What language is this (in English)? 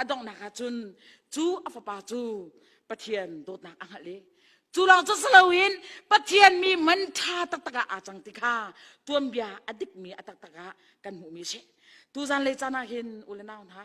Hakha Chin